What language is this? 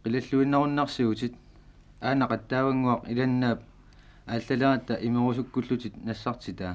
Kalaallisut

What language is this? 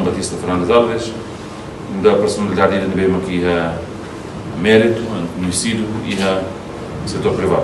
Tetum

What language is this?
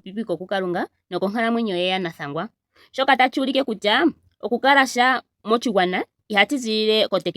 Ndonga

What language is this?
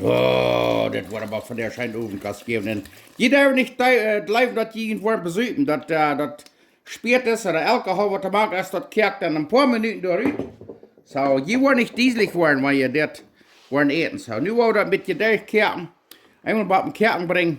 Plautdietsch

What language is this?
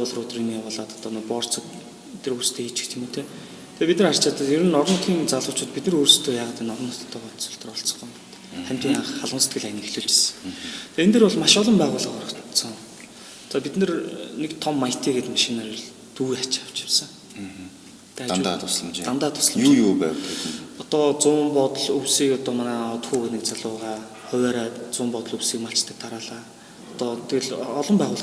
Mongolian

